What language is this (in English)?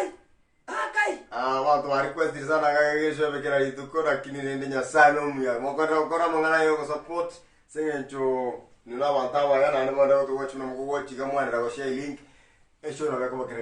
Gusii